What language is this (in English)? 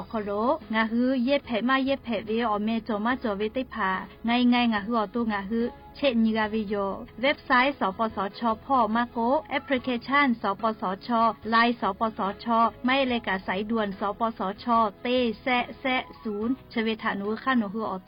Lahu